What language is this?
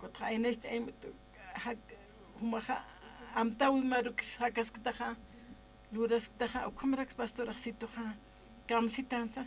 Aymara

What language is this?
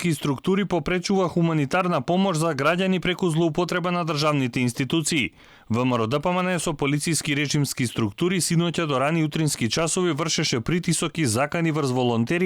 Macedonian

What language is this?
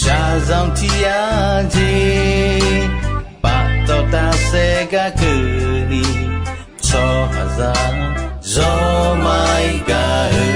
Akha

